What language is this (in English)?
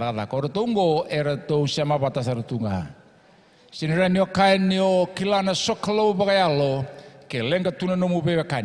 Fijian